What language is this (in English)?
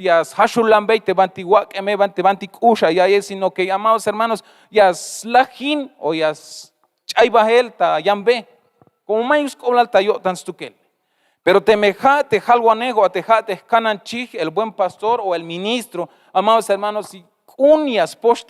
Tzeltal